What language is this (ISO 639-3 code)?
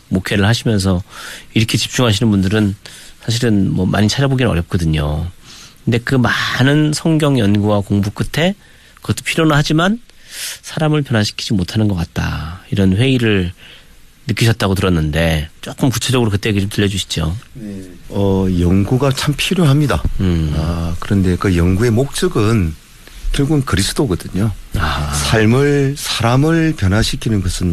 kor